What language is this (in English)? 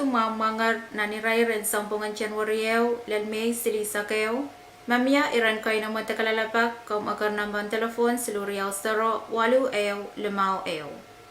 Pohnpeian